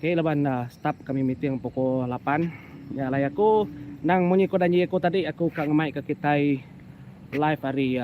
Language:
Iban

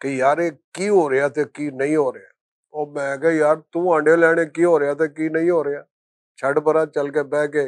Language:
Western Panjabi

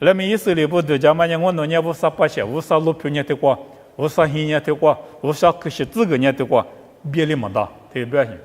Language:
Lisu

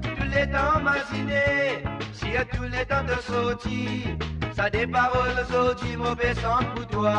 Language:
Morisyen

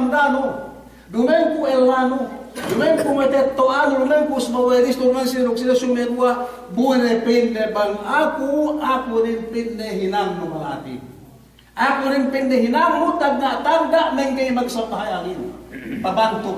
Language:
Yakan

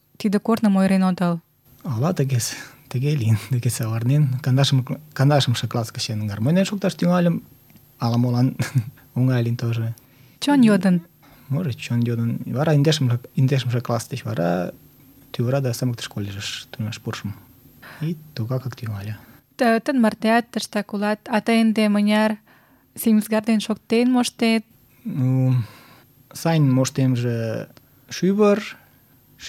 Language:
Mari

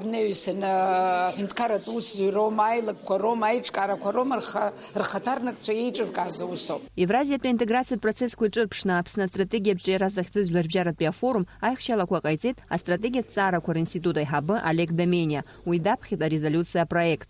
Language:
Abkhazian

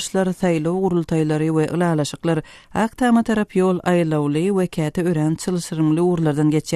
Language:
Turkmen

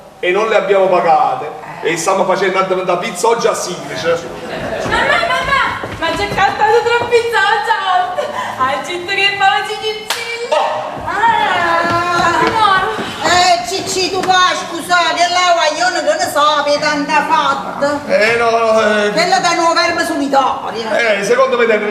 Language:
Neapolitan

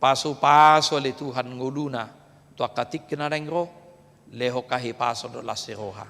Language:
Batak Toba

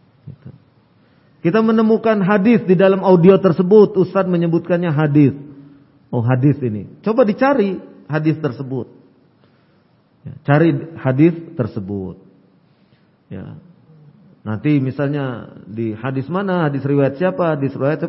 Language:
Indonesian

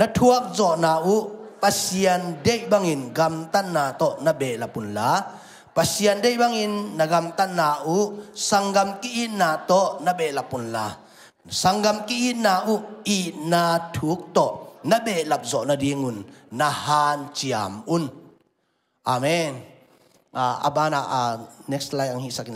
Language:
Tedim Chin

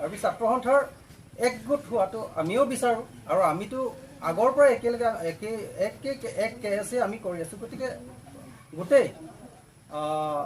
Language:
Karbi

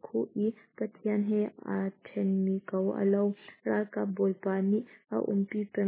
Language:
Hakha Chin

